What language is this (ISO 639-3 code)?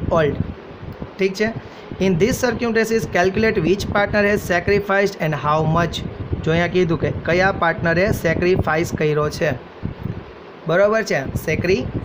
guj